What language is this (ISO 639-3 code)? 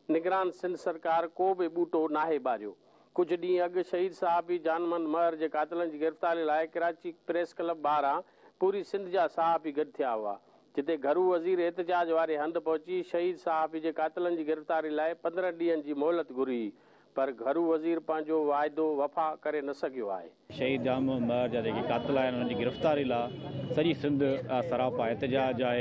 snd